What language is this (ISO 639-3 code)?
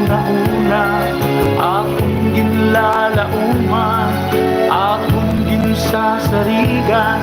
war